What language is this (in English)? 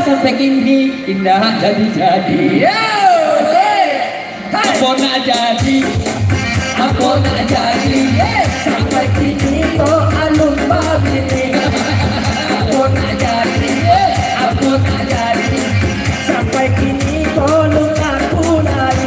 Minangkabau